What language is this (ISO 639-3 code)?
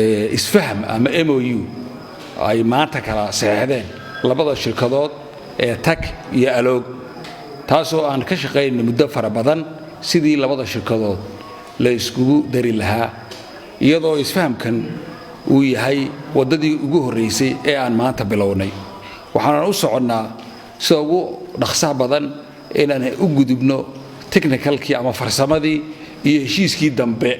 som